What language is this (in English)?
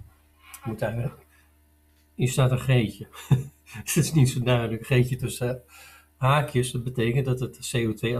Dutch